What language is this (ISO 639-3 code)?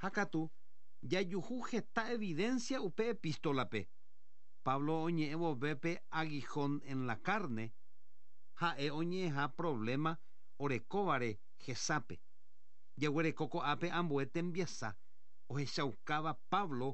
grn